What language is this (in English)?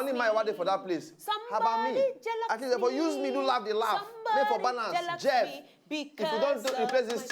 Nigerian Pidgin